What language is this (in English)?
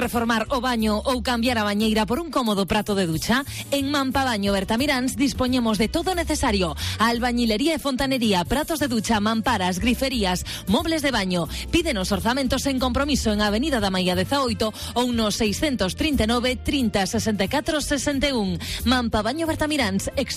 Galician